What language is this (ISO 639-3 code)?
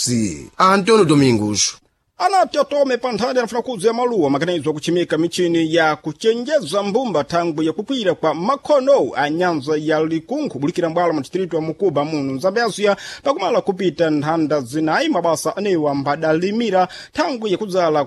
seh